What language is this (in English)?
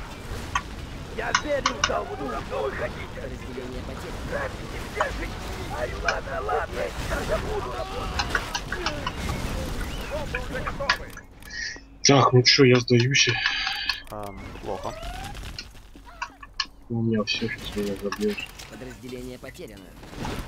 Russian